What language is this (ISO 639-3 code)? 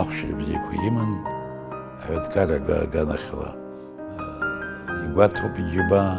abk